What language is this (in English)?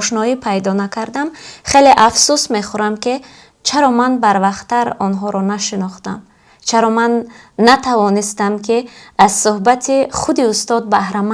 Tajik